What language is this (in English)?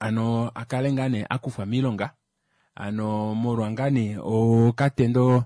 Kuanyama